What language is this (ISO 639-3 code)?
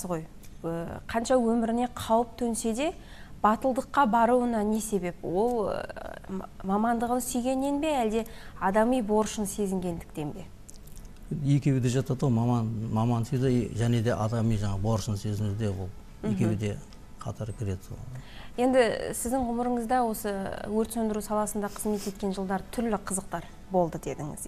kaz